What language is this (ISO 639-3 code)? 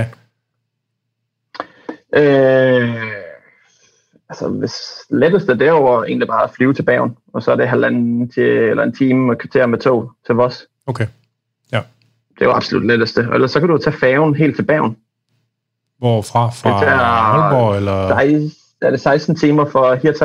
dan